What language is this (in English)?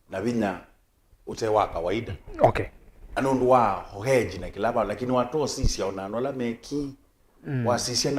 Kamba